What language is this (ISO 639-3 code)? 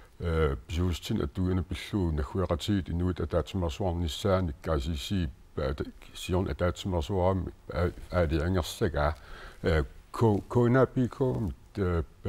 kal